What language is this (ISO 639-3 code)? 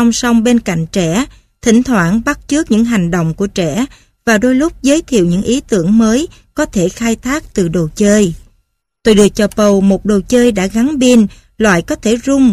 vie